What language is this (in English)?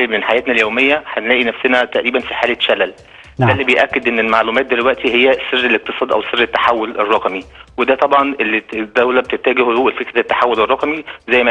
Egyptian Arabic